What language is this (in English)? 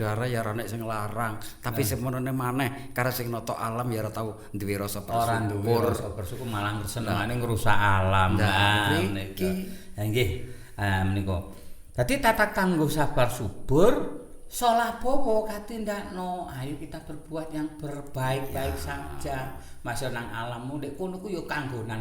Javanese